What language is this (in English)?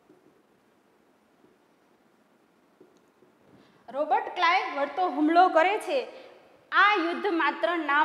Gujarati